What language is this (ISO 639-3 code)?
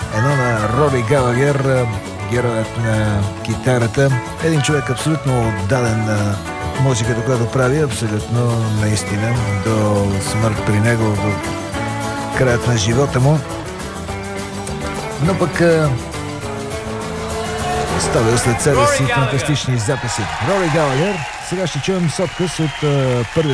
bul